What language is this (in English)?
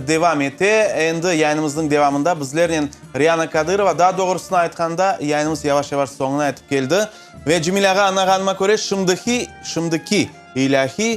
Crimean Tatar